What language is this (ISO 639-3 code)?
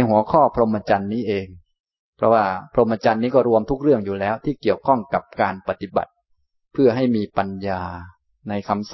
tha